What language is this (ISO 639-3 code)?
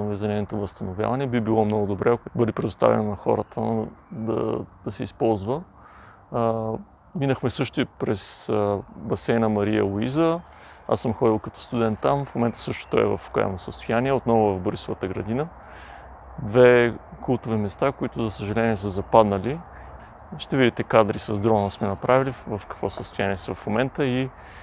bul